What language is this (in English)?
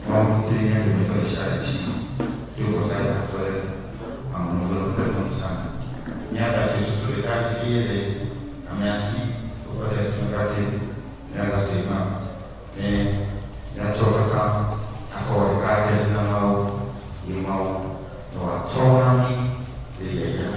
Ewe